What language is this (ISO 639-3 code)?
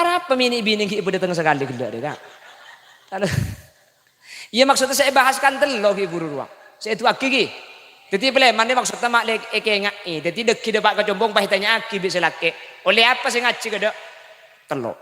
mad